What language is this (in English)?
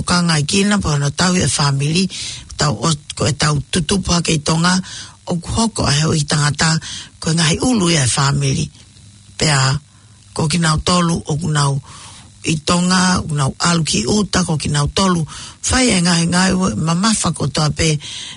Tongan